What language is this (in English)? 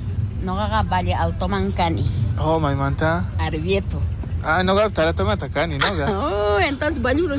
South Bolivian Quechua